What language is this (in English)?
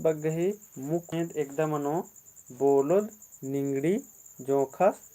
Kurukh